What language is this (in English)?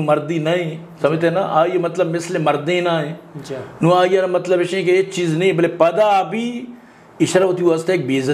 Eastern Balochi